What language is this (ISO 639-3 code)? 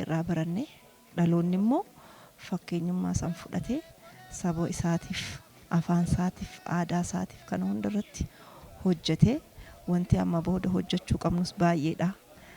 orm